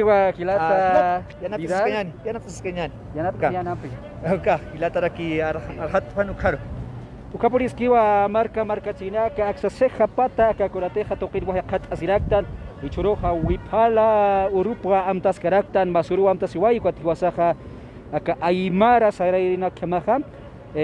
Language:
Aymara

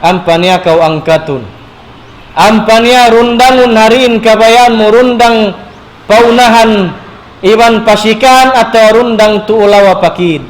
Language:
Tausug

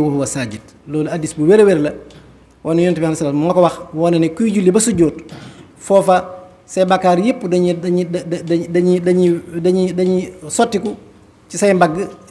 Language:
Wolof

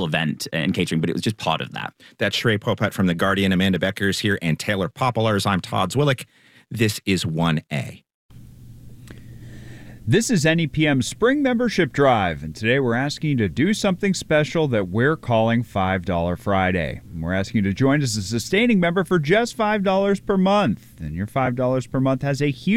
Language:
English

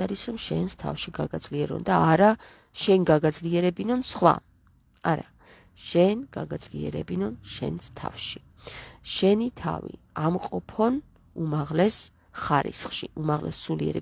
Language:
Georgian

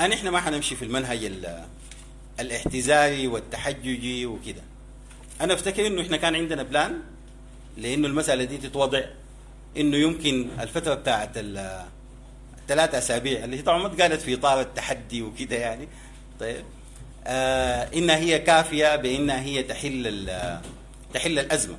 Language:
Sudanese Arabic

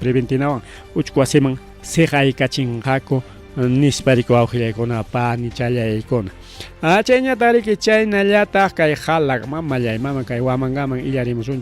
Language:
Ayacucho Quechua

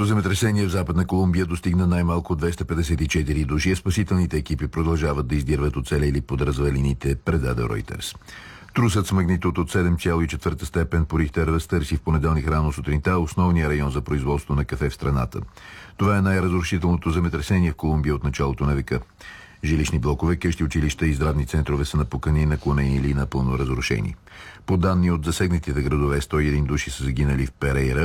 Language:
Bulgarian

